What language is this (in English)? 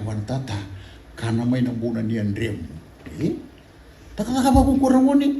Fijian